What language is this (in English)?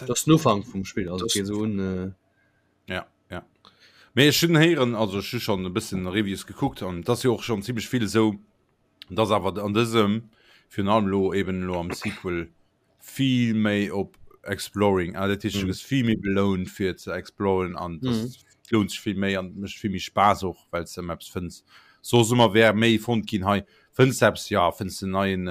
Luxembourgish